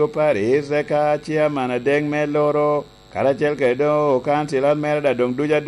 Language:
Lango (Uganda)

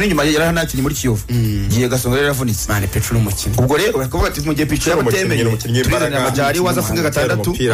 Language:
Kinyarwanda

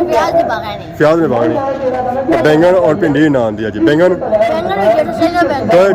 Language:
Pahari-Potwari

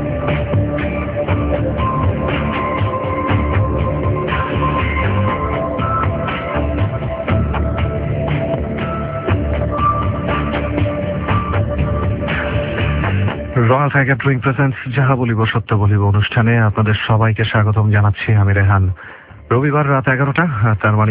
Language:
Bangla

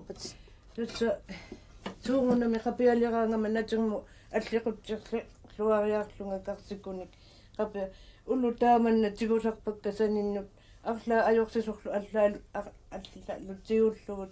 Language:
Kalaallisut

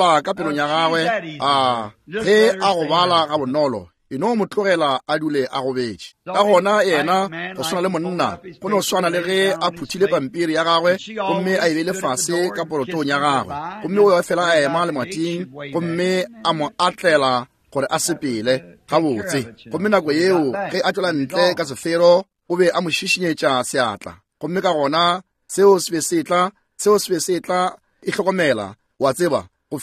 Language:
Northern Sotho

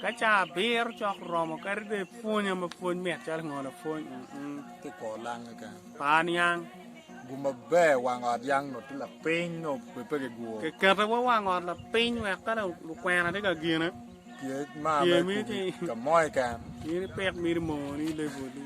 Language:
Acoli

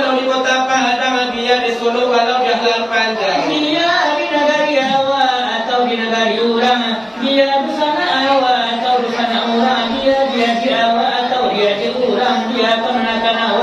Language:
Minangkabau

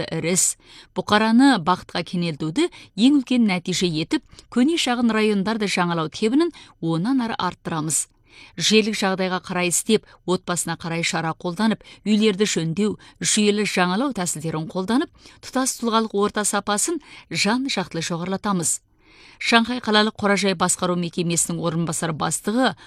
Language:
Kazakh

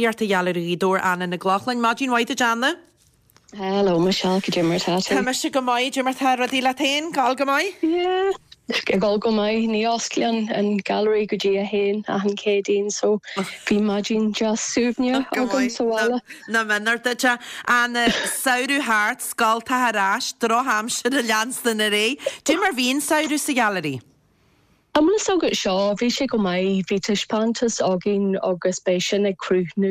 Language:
Irish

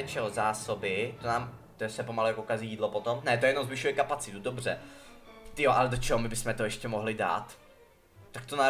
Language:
Czech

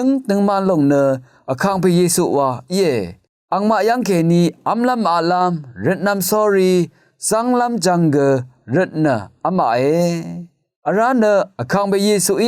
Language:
Rawang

